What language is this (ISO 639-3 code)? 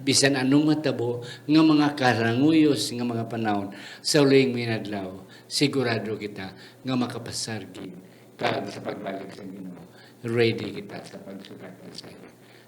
hil